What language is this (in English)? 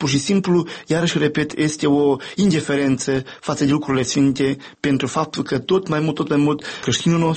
Romanian